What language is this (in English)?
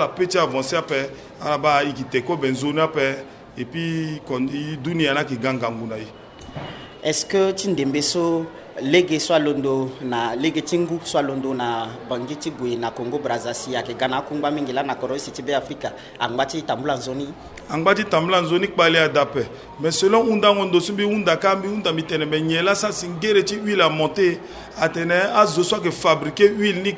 Sango